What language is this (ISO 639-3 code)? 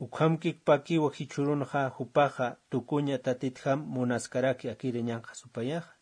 aym